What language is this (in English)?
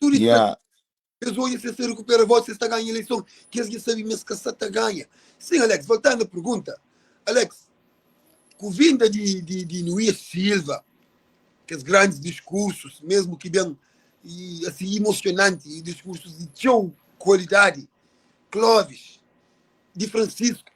Kabuverdianu